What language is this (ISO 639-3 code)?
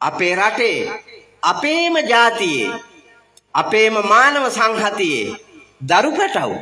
sin